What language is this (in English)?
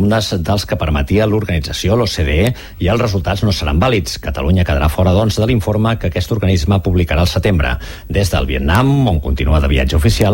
Catalan